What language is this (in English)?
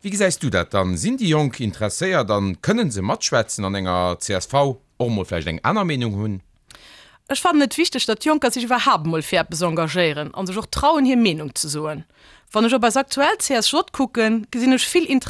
Luxembourgish